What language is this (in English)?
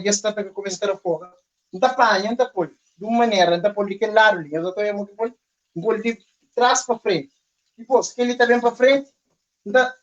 Kabuverdianu